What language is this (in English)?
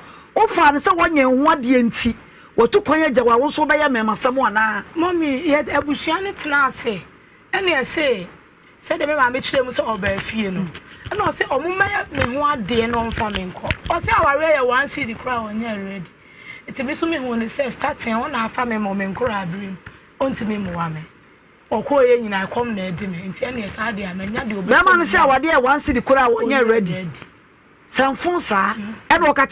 Akan